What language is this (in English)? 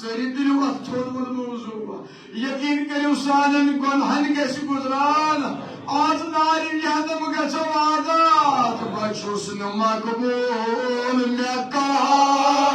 Kashmiri